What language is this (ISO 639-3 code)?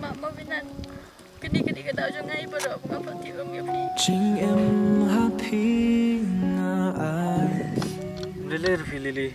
kha